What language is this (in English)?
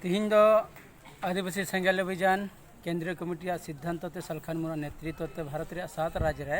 Santali